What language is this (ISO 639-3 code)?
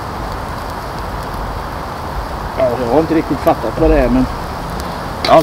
swe